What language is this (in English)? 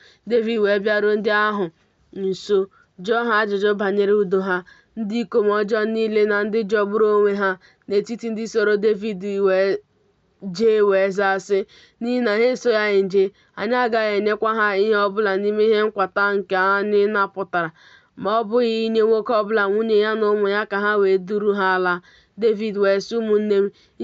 Igbo